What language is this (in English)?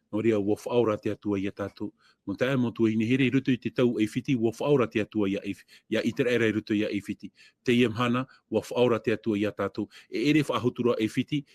Tahitian